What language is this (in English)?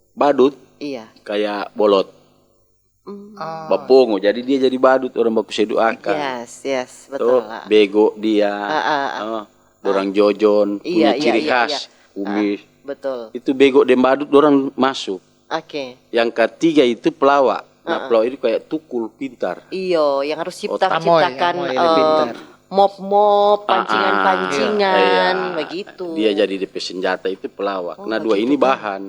Manado Malay